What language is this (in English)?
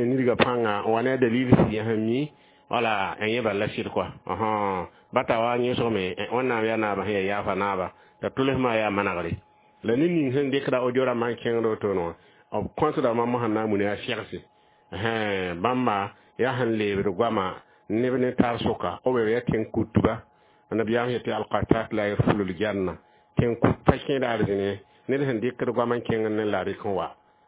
Mossi